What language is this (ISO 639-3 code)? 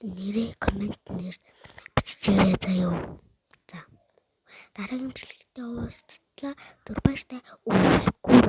mon